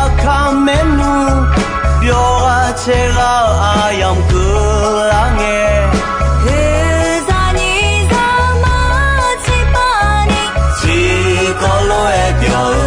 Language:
Akha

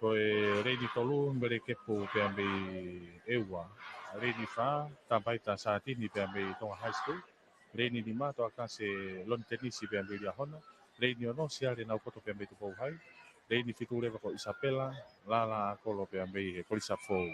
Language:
Tongan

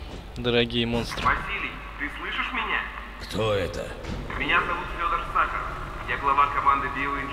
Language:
Russian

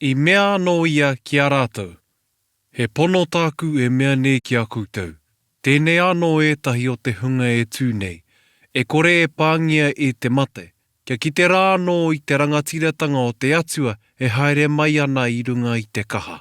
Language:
Māori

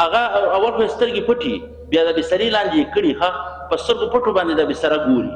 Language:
Pashto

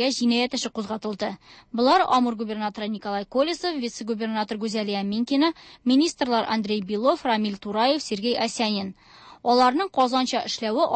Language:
Tatar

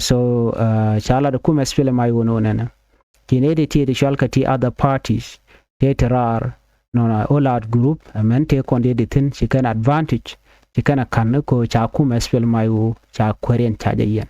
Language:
Nuer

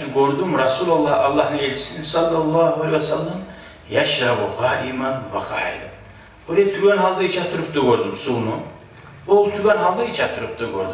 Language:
Kumyk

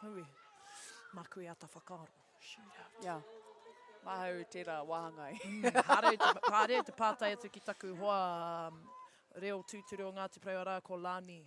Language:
Māori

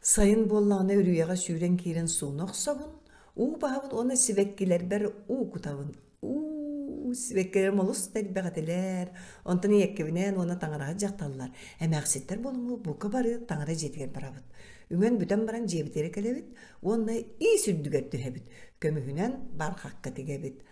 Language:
Yakut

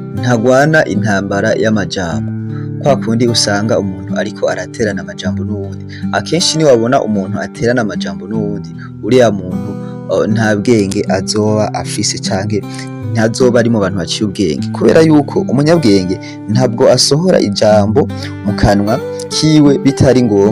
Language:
Rundi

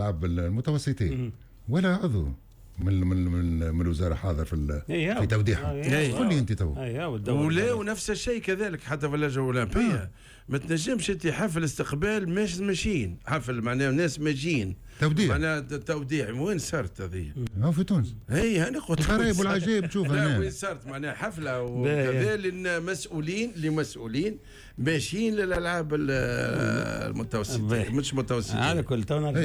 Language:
Tunisian Arabic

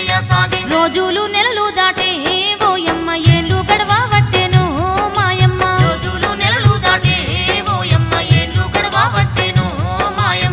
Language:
Telugu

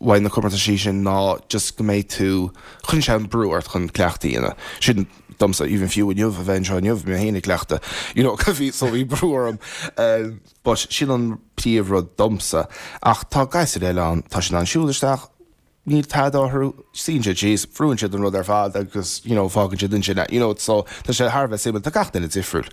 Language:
Irish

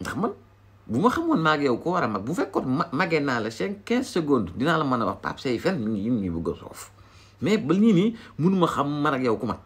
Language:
Wolof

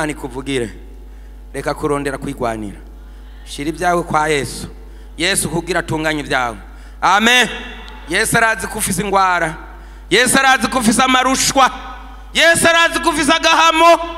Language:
Rundi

